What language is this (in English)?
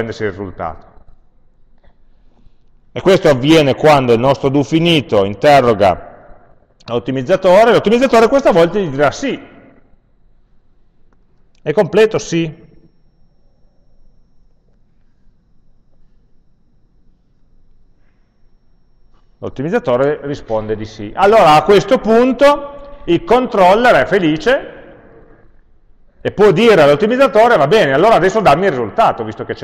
Italian